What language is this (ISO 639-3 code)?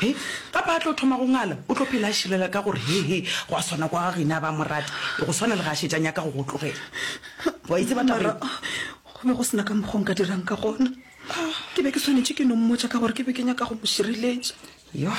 nso